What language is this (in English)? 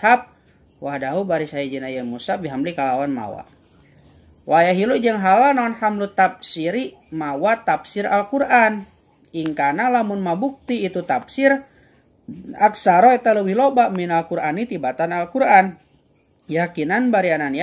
Sundanese